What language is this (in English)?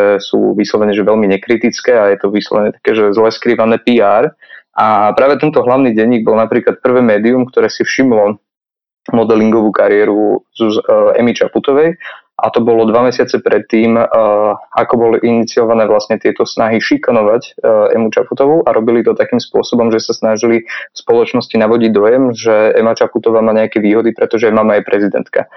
Slovak